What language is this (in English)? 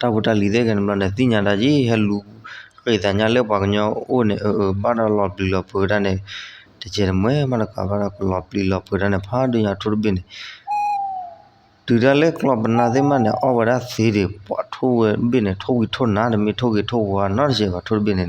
S'gaw Karen